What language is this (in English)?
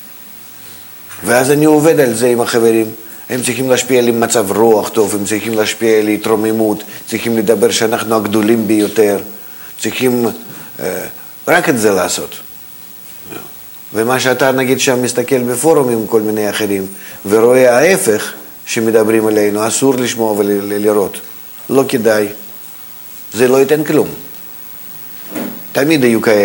Hebrew